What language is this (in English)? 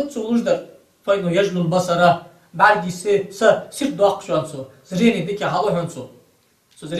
Ingush